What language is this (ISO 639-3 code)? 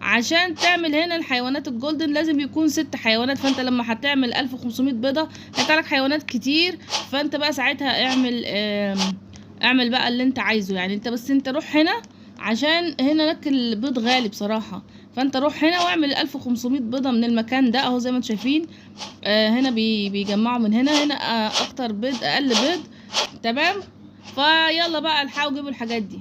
arz